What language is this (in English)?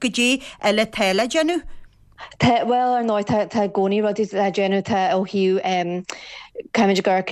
Irish